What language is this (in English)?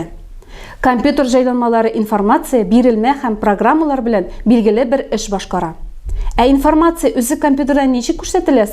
Tatar